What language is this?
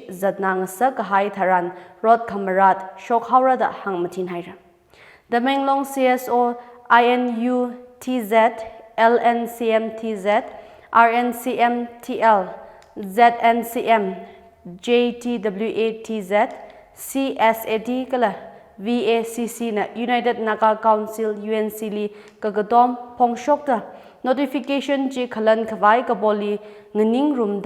Tangkhul Naga (India)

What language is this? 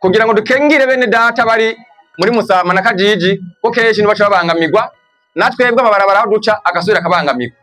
Rundi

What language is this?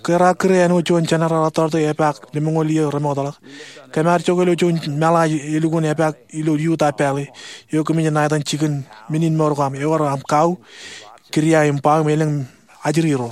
Marshallese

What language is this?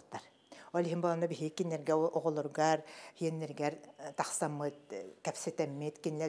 Yakut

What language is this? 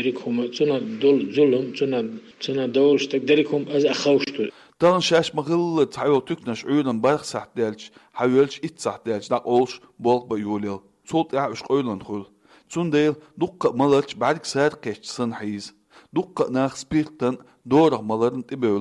Chechen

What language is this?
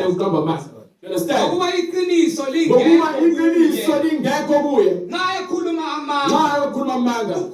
Zulu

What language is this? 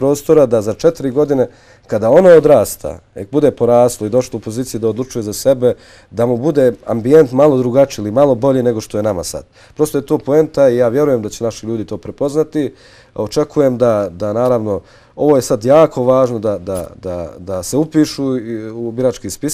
Bosnian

